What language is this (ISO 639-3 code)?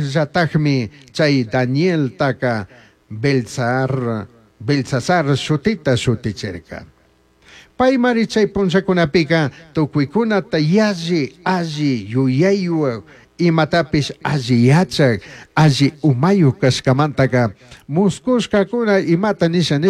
qug